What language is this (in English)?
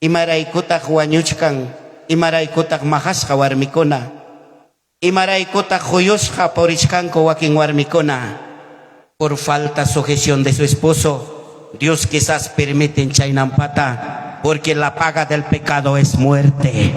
Ayacucho Quechua